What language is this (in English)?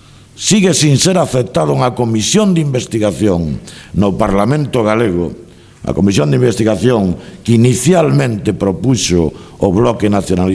Galician